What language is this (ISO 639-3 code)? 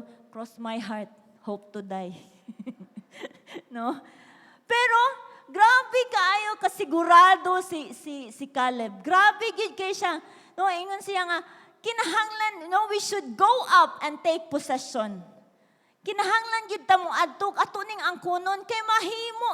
ceb